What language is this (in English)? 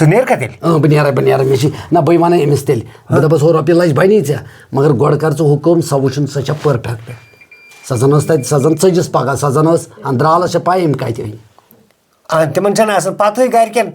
Kashmiri